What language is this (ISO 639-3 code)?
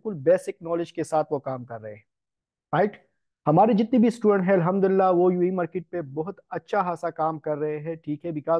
hin